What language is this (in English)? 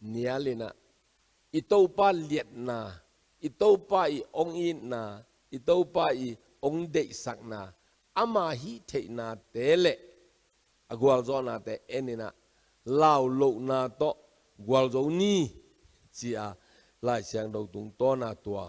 Tedim Chin